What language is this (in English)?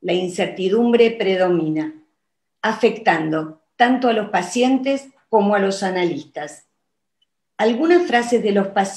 Spanish